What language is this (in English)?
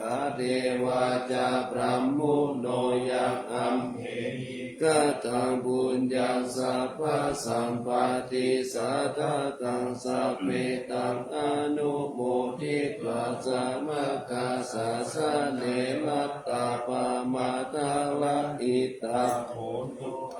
Pali